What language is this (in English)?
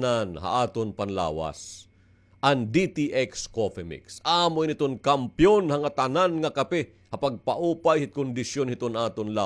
Waray